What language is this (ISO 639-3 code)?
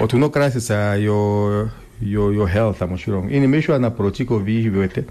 kua